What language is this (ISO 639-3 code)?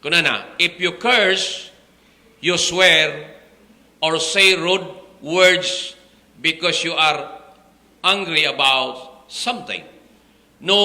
ilo